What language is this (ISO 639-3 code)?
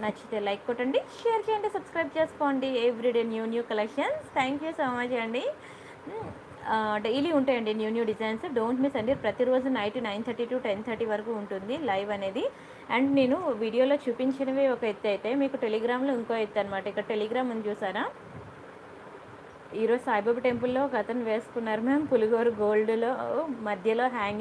tel